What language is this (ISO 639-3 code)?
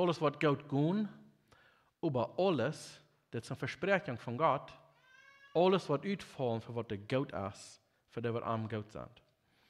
pdt